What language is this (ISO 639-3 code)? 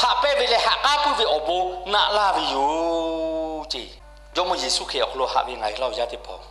lhu